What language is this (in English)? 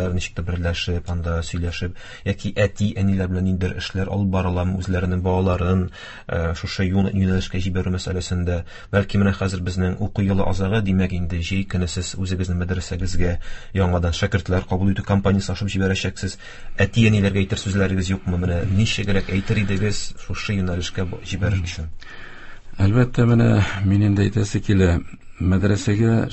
Tatar